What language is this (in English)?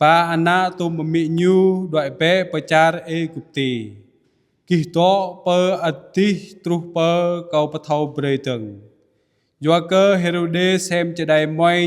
Jarai